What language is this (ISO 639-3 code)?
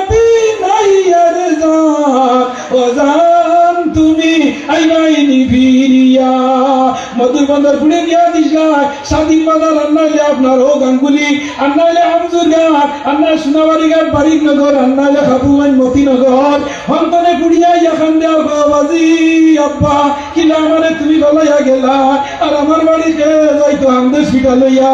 syl